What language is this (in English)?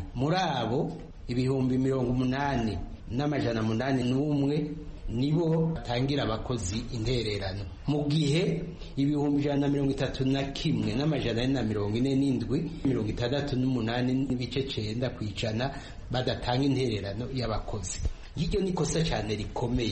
Kinyarwanda